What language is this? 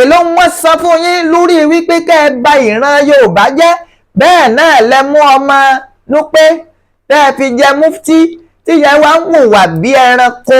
Yoruba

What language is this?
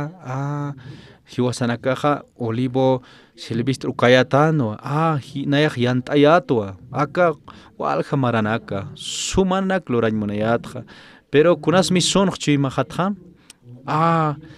Aymara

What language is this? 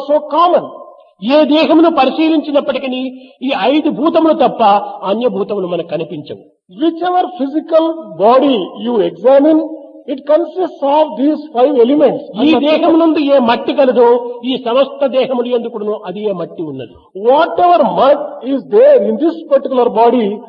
Telugu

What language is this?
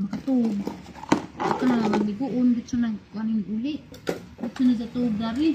Cebuano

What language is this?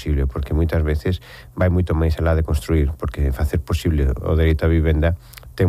Galician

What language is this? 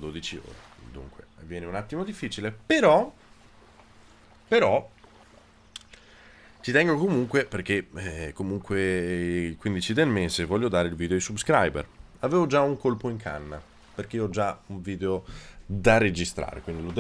Italian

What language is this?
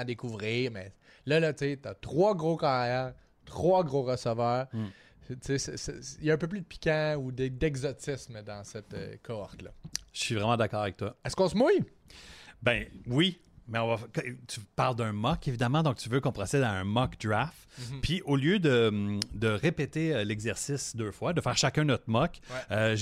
French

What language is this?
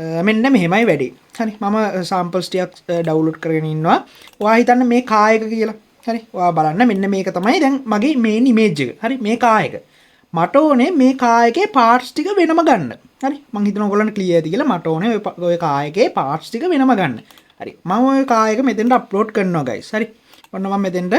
Sinhala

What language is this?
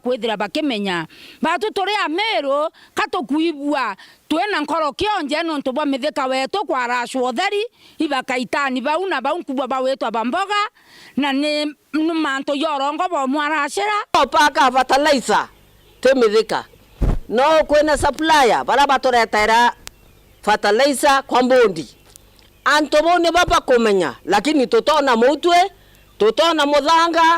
Meru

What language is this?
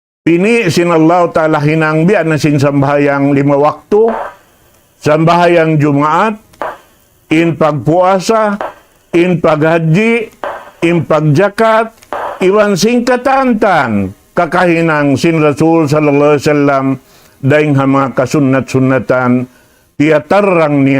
Tausug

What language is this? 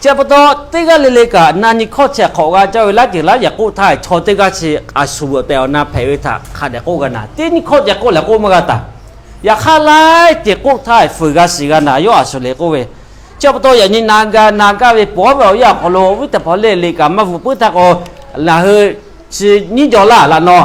Lahu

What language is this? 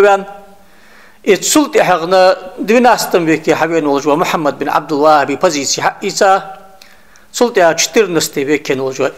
Ingush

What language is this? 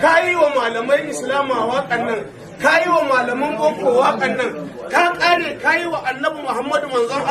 Hausa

